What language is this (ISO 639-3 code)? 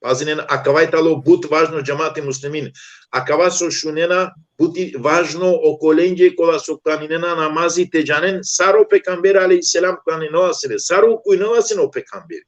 rmn